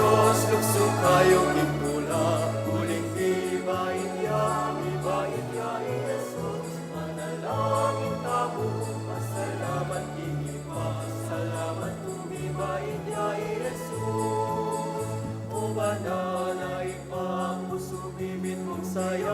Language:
Pampanga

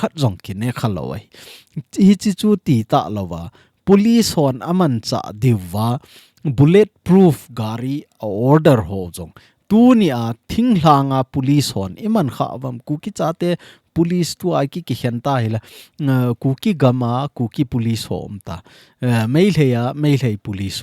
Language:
Thado Chin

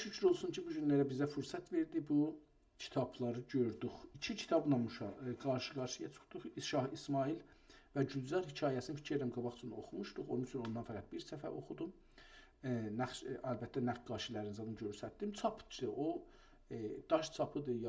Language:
South Azerbaijani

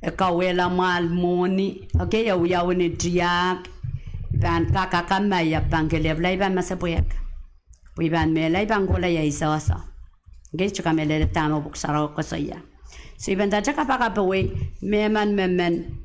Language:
Pohnpeian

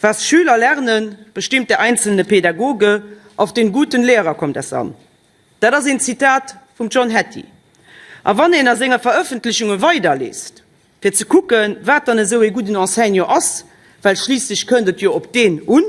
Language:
Luxembourgish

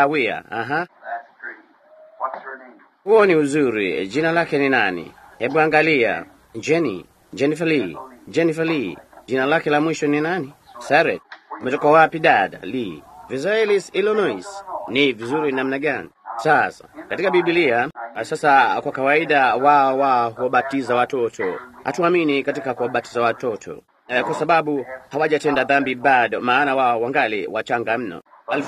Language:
Swahili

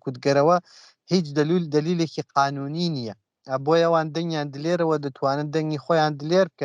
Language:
Central Kurdish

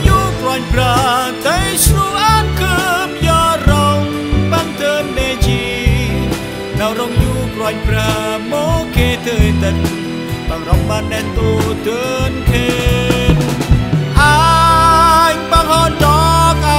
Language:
Central Mnong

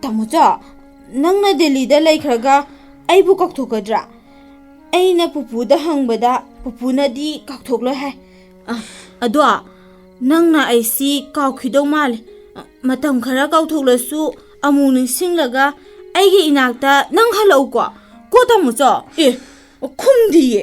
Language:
Manipuri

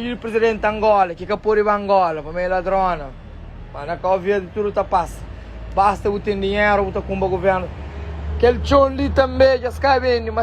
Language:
Kabuverdianu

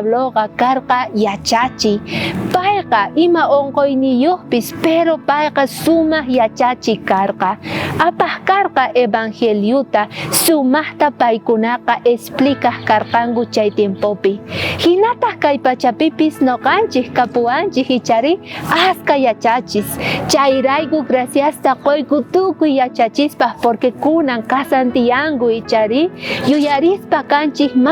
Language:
South Bolivian Quechua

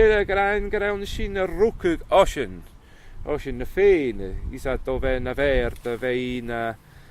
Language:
Scottish Gaelic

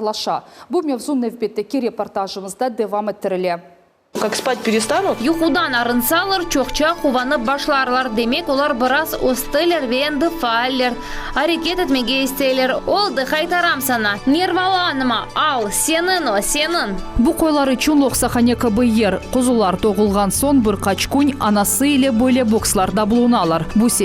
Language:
Crimean Tatar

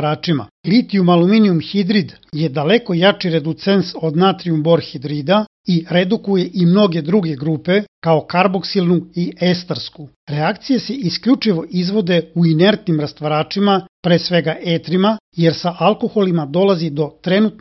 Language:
Serbian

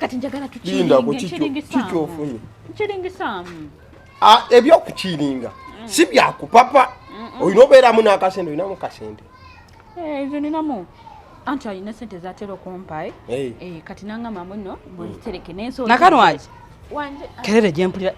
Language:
Ganda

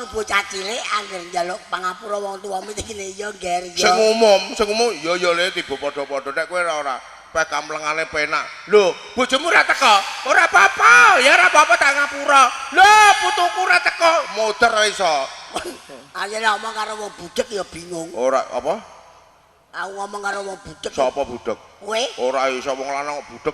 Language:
Javanese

